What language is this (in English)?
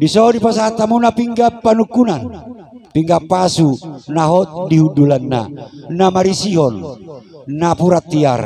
Batak Toba